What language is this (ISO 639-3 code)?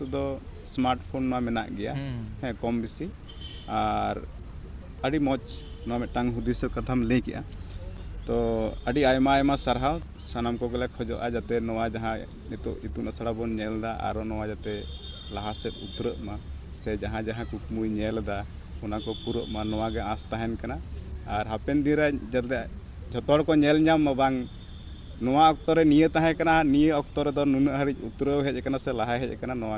sat